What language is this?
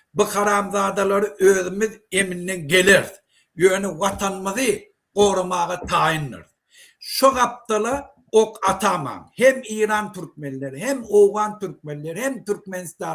Turkmen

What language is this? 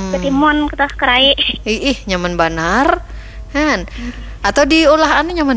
Banjar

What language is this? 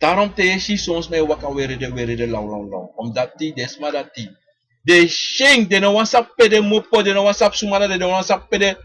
Sranan Tongo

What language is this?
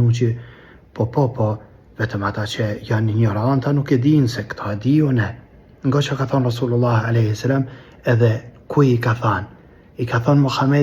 Albanian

